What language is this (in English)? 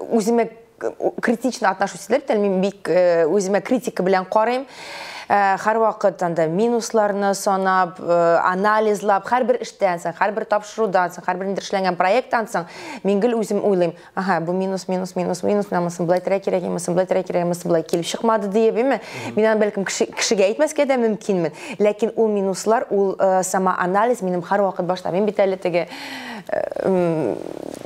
Tatar